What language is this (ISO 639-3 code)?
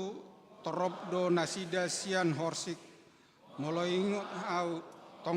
bbc